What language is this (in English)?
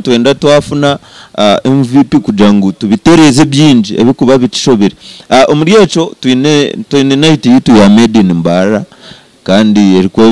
Nyankole